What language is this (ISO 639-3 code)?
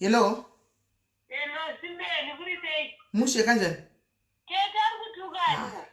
sna